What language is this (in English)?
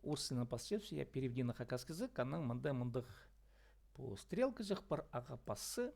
Khakas